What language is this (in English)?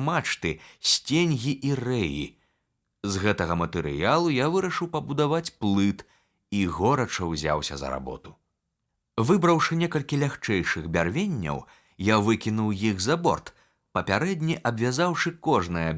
Belarusian